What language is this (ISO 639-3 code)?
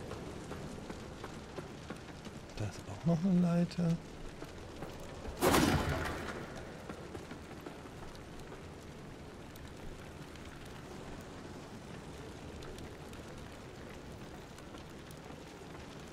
deu